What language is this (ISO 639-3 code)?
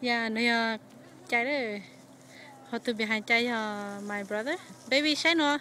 hmn